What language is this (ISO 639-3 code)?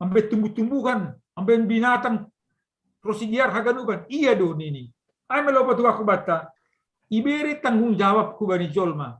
bts